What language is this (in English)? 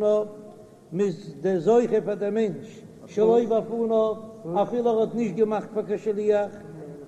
Yiddish